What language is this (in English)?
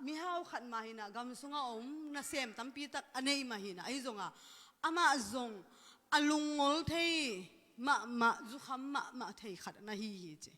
Tedim Chin